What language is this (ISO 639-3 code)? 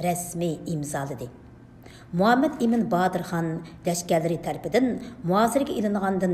uig